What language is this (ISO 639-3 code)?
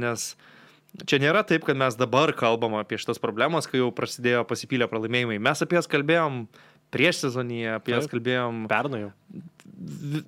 lit